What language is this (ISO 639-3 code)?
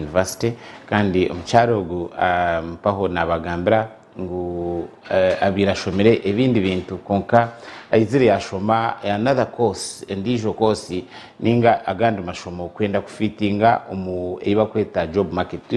nyn